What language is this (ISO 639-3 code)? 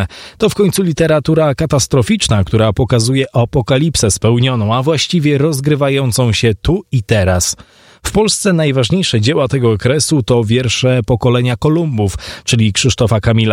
pol